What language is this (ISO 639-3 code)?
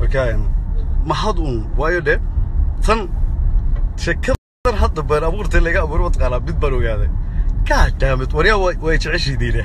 som